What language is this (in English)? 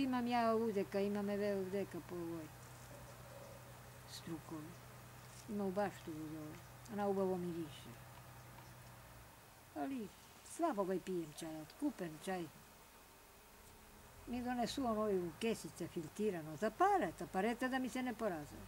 Serbian